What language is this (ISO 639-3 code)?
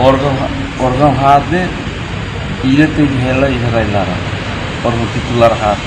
tet